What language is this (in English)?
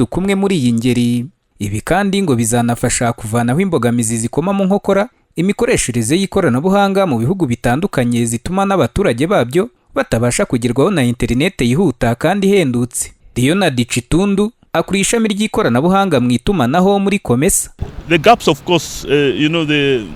Kinyarwanda